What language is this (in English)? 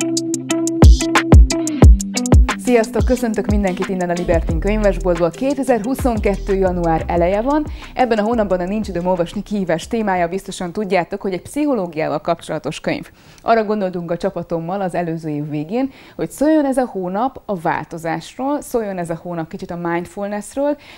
Hungarian